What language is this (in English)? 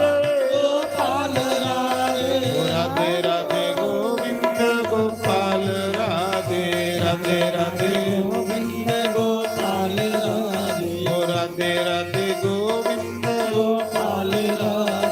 Dogri